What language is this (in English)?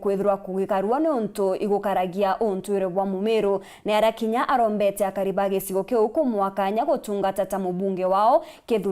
Meru